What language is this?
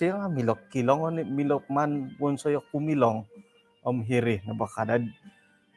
Central Dusun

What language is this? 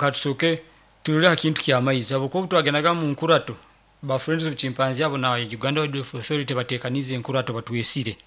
Nyoro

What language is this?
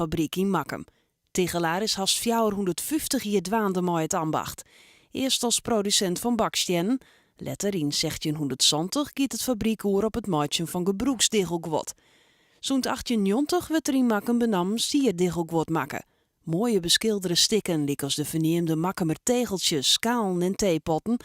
Western Frisian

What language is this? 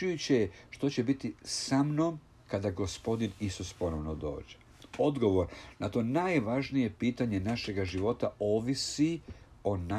Croatian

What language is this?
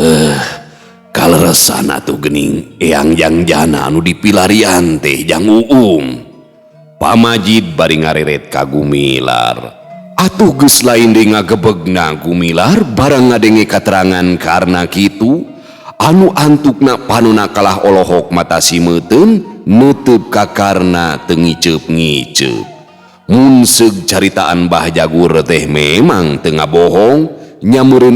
Sundanese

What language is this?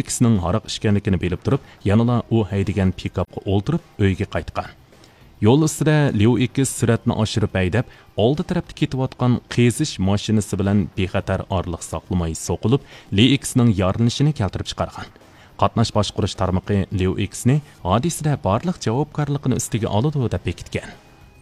Uyghur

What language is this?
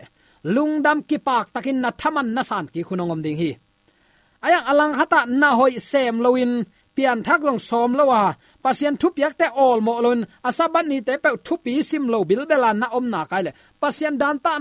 Tedim Chin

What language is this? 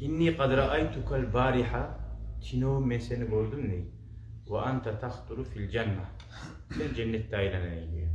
Kumyk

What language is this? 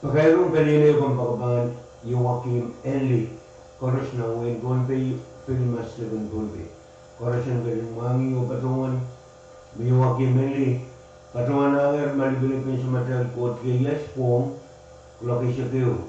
Pohnpeian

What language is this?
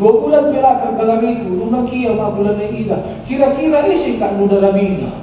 Batak Karo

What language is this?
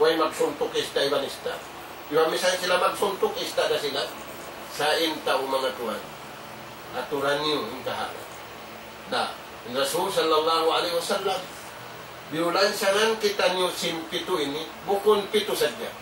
Tausug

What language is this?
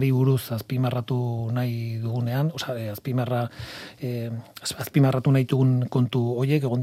Basque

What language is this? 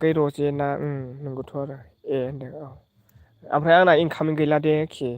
Bodo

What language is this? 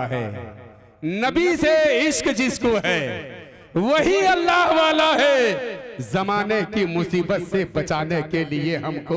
Hindi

